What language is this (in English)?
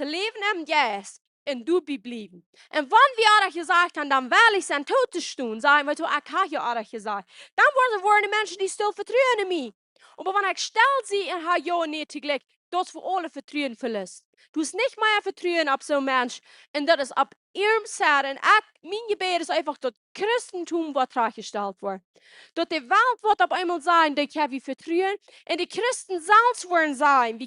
Plautdietsch